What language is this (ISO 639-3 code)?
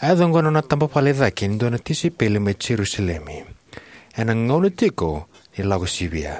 fij